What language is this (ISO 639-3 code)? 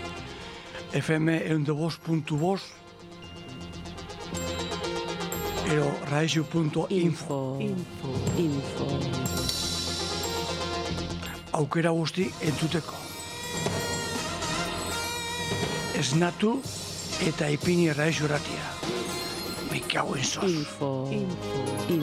eus